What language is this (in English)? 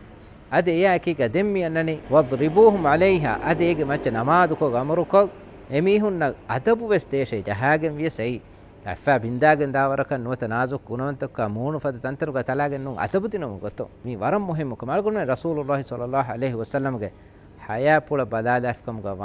Divehi